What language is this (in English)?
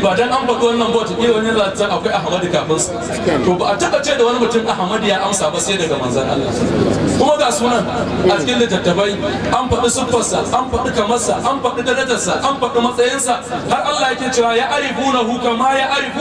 Hausa